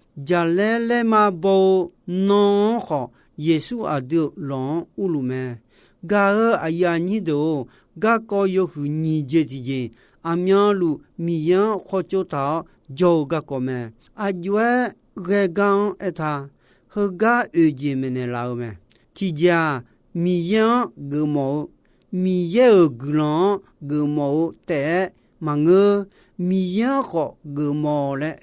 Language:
Akha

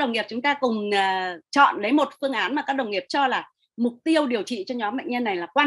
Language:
Vietnamese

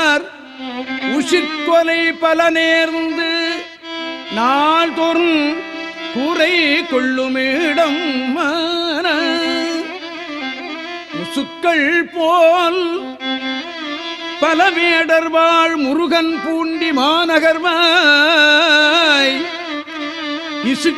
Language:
Tamil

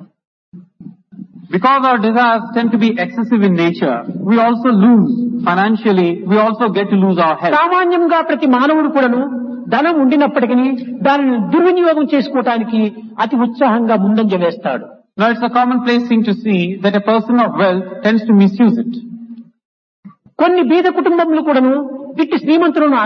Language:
Telugu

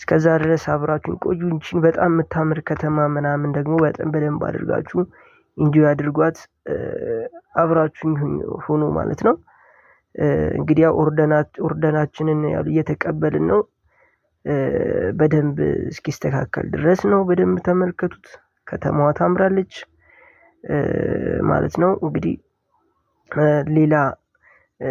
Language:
Amharic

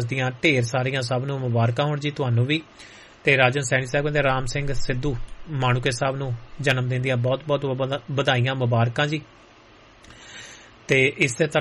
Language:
Punjabi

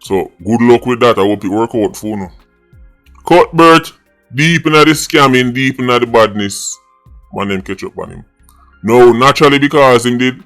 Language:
Jamaican Creole English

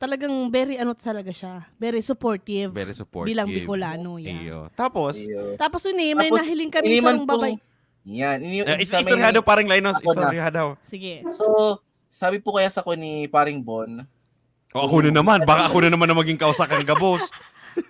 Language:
Bikol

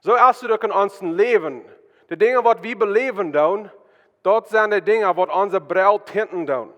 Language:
Plautdietsch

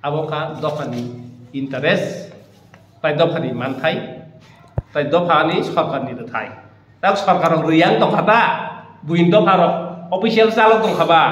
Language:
Kok Borok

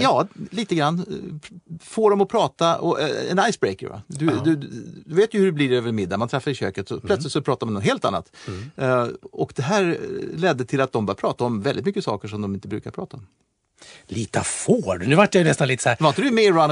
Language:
Swedish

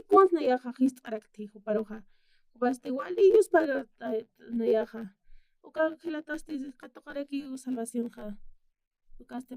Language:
Aymara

